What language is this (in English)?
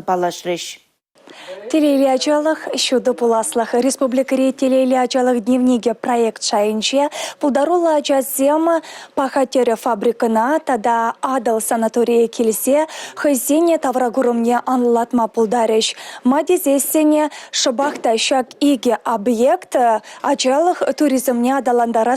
Chuvash